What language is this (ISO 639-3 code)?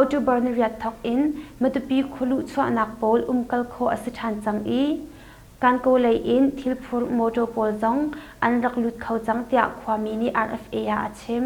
cnh